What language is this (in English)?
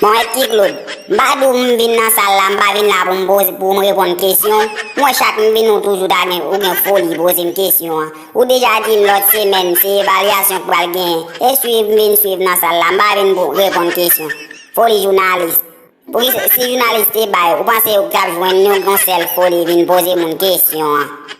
Haitian Creole